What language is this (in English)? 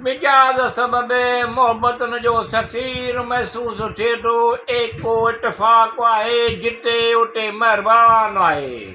Sindhi